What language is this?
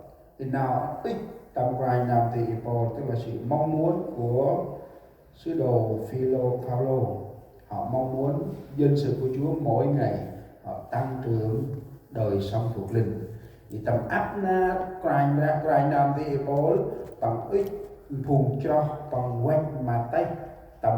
Central Mnong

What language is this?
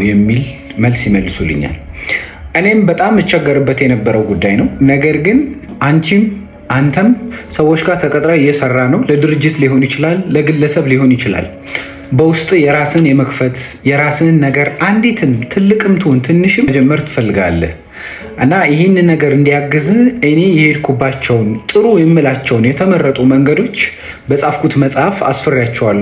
Amharic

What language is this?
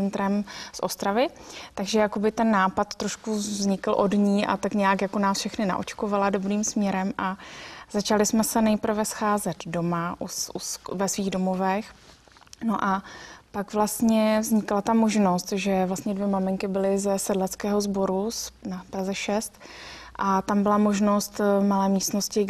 Czech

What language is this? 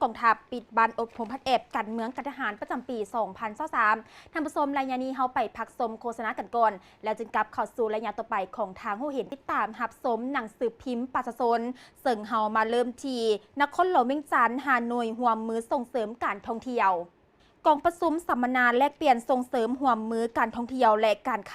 Lao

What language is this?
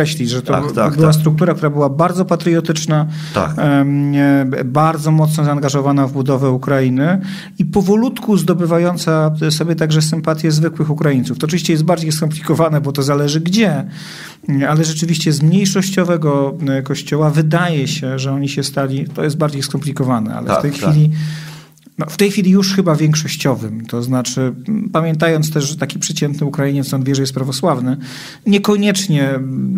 Polish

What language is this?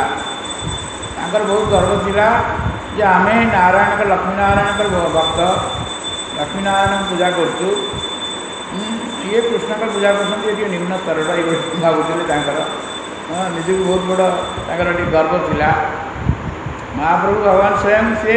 Odia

